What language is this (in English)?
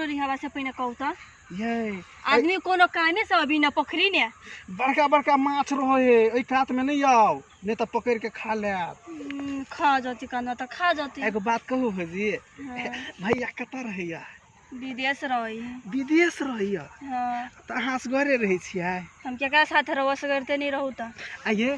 Maithili